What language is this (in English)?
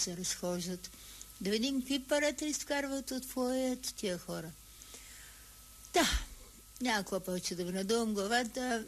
Bulgarian